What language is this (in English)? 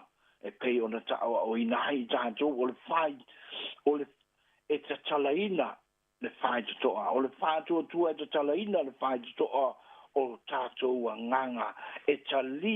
Samoan